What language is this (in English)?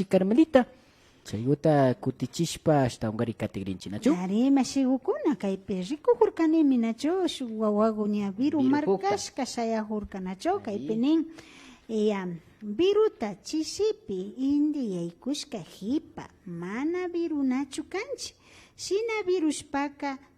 Imbabura Highland Quichua